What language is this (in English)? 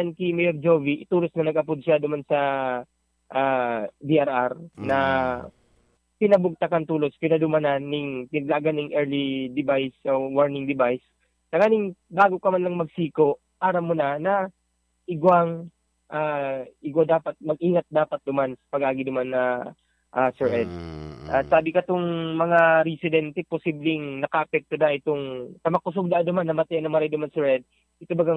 Bikol